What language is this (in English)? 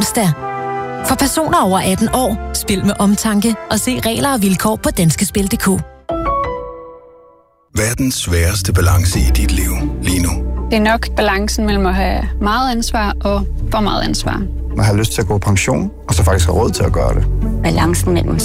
Danish